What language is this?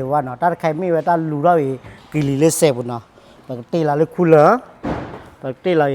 S'gaw Karen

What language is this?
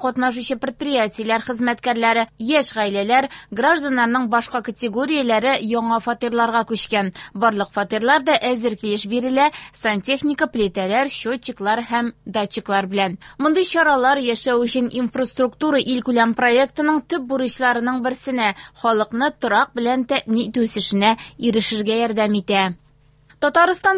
Tatar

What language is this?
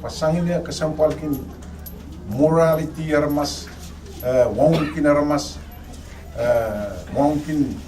Pohnpeian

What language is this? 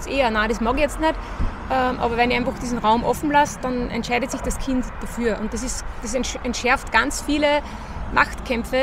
German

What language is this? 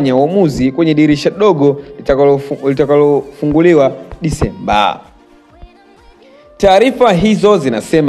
Swahili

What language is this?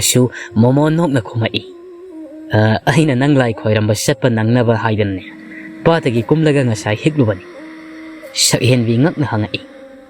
Manipuri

